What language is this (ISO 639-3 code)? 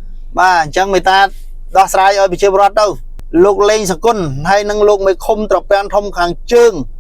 khm